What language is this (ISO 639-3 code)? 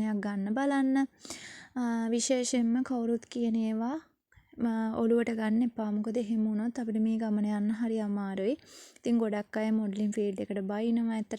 sin